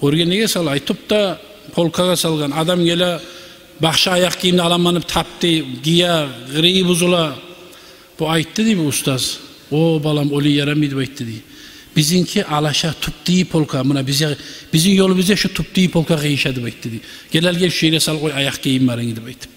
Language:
Kumyk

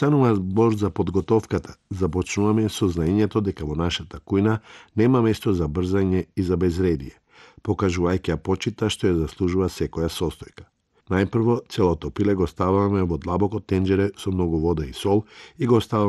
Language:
Macedonian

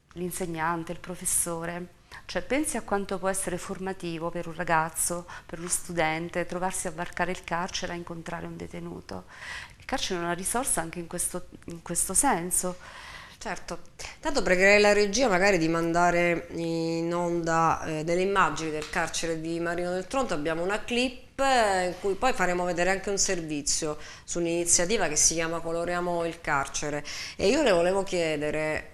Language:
Italian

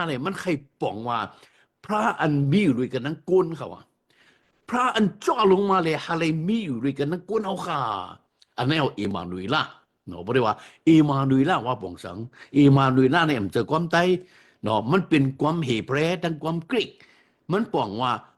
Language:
Shan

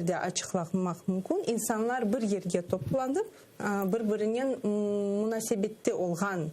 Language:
Crimean Tatar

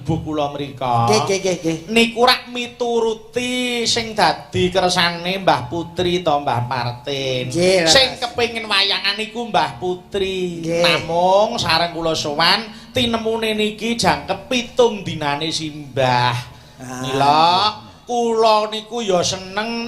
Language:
Javanese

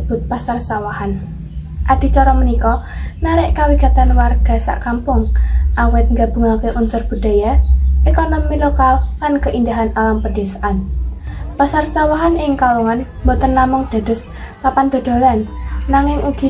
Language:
Javanese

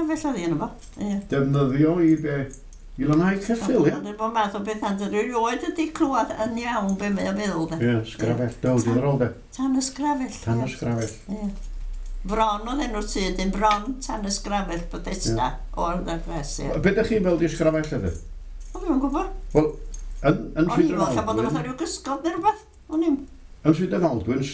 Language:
Welsh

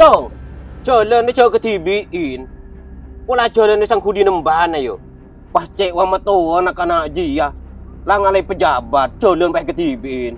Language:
Madurese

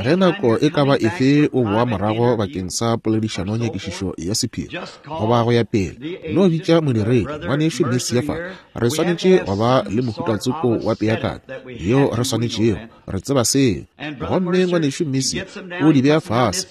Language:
Northern Sotho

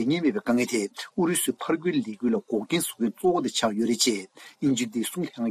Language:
Tibetan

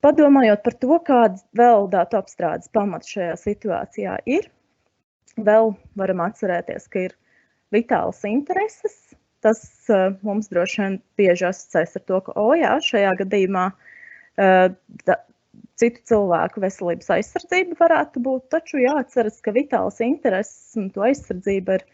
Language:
Latvian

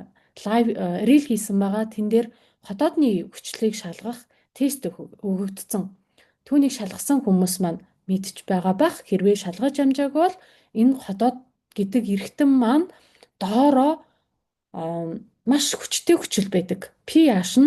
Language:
Mongolian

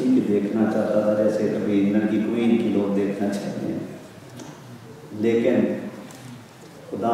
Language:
Urdu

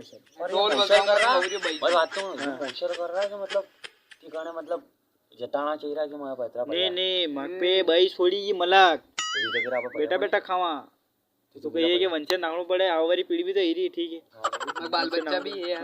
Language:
Rajasthani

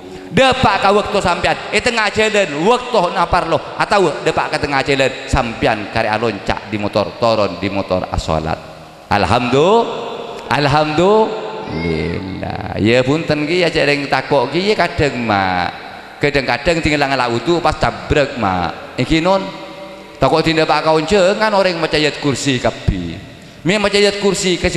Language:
Madurese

